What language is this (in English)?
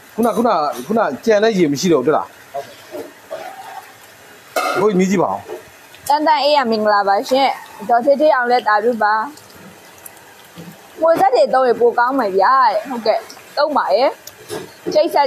Burmese